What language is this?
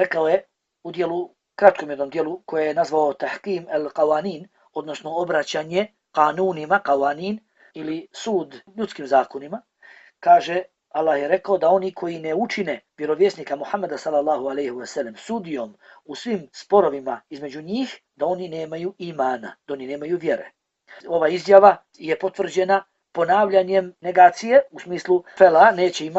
Bosnian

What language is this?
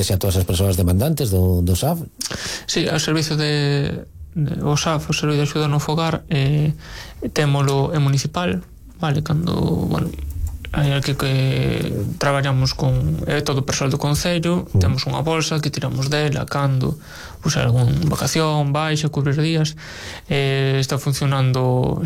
Galician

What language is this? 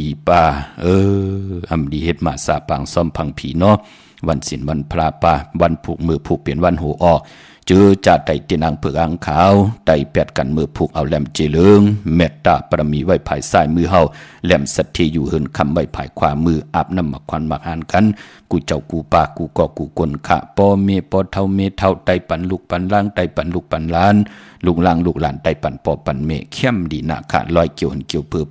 Shan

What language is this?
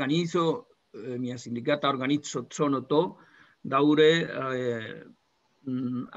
Esperanto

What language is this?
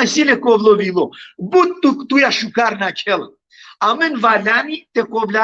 Balkan Romani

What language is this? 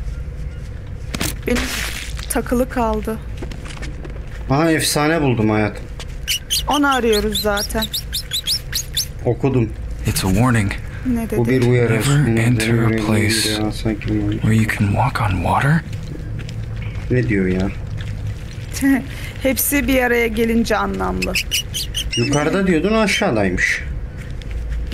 Turkish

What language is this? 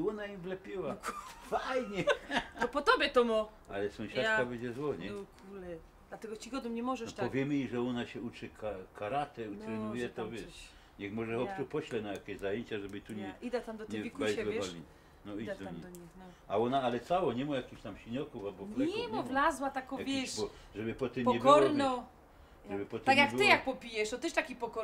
Silesian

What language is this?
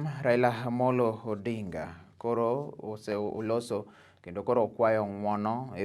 Luo (Kenya and Tanzania)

